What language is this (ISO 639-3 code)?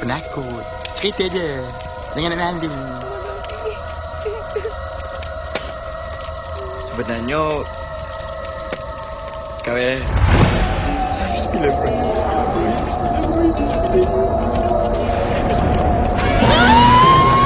msa